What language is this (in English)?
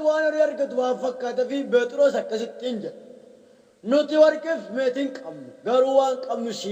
Oromo